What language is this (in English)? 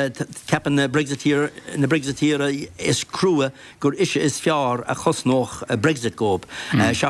Irish